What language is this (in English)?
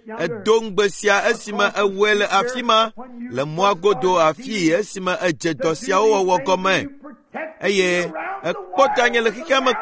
Ewe